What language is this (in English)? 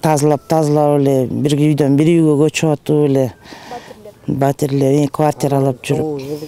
Kyrgyz